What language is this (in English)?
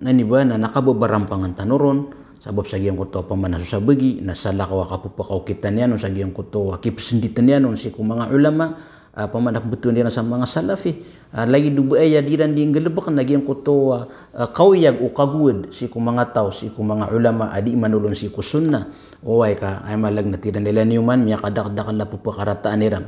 Maranao